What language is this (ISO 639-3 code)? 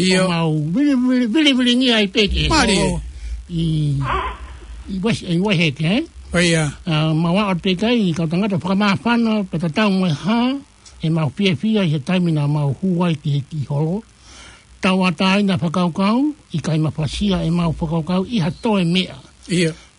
ton